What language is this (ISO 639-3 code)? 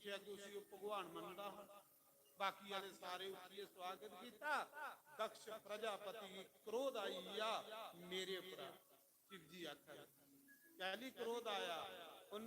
doi